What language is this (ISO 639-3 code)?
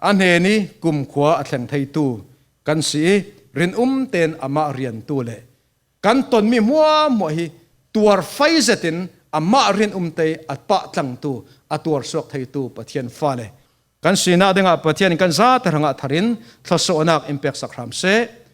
cfm